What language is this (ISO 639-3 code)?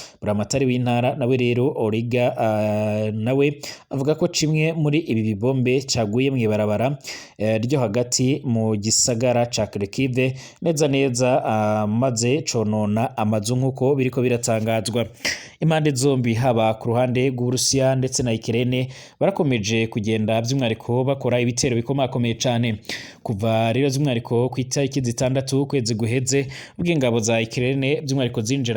run